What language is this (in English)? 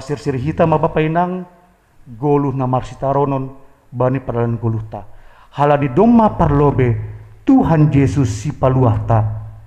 Batak Simalungun